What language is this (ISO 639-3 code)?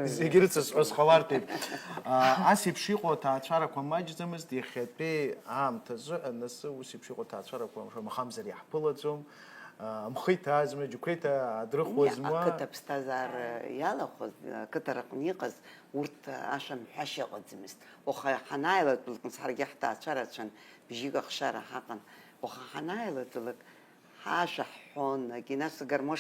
abk